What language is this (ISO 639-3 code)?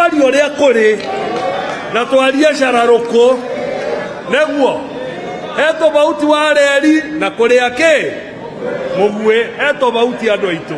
kik